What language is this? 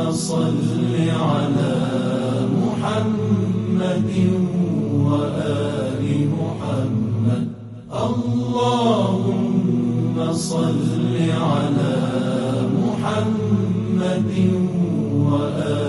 Persian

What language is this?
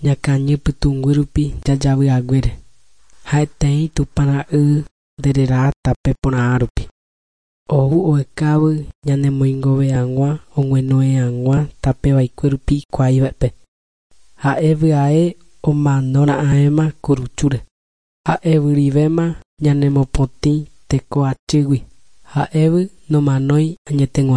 Guarani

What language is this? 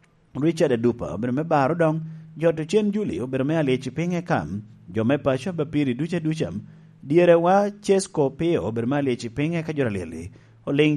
Lango (Uganda)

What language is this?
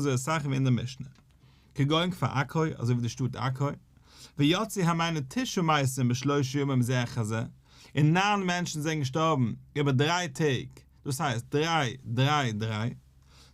Yiddish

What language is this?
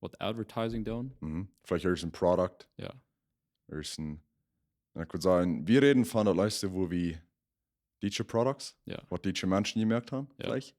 Plautdietsch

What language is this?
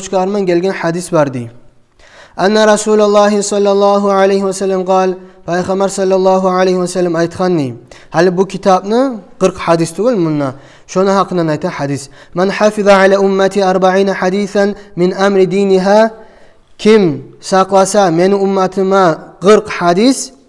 Kumyk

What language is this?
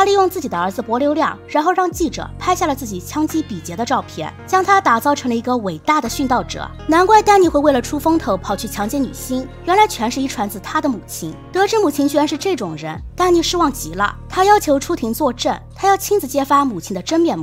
Chinese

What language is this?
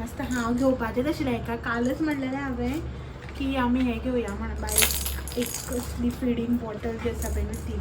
Konkani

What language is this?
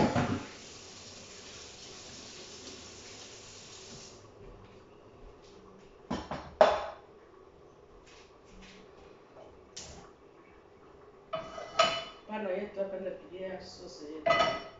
Swahili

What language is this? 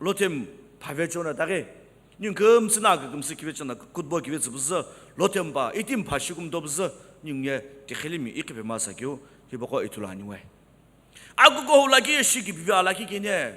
Sumi Naga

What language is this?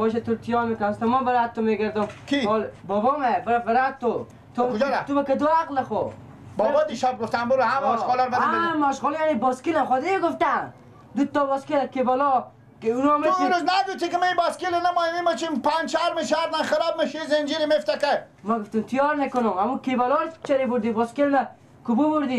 Persian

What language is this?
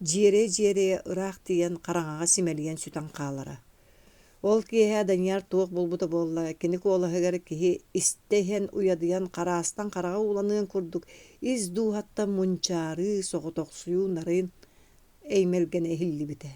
Yakut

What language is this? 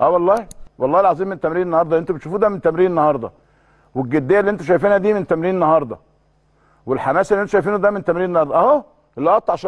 Egyptian Arabic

